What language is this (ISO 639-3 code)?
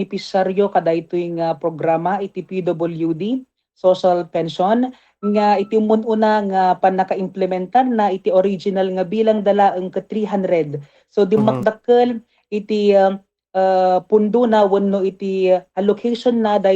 ilo